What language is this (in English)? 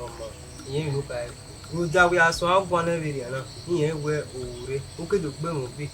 Bini